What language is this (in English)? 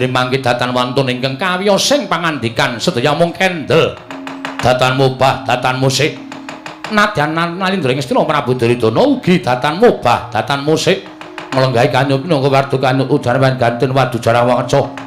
Javanese